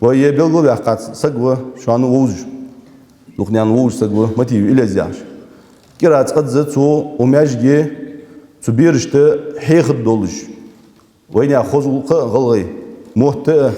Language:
Ingush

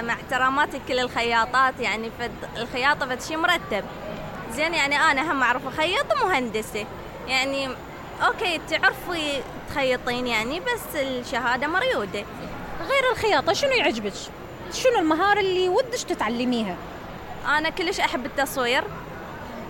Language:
Mesopotamian Arabic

